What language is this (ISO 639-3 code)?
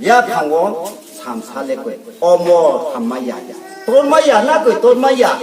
ria